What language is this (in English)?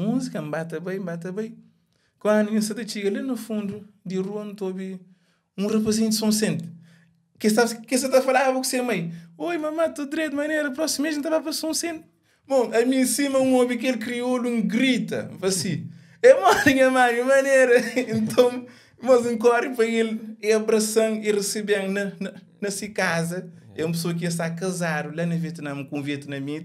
Kabuverdianu